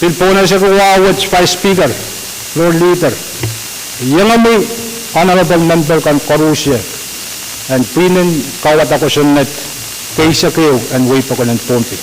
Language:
Pohnpeian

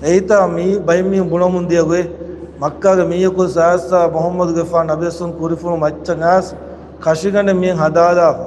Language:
Divehi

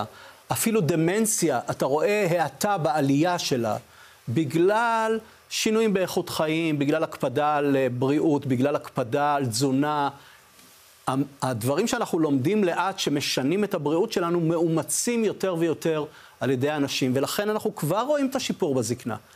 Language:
Hebrew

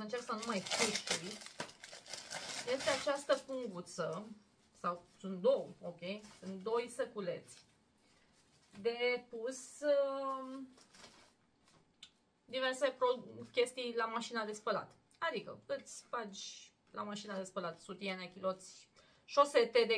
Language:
Romanian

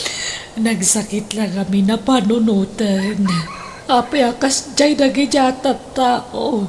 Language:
Iloko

